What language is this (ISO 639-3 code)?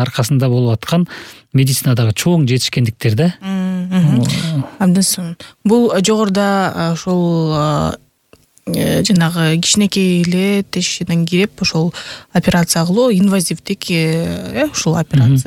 kir